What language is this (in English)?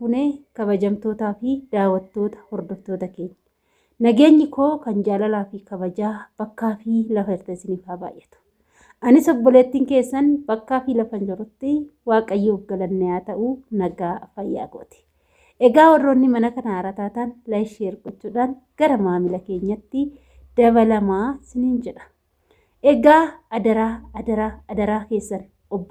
Oromo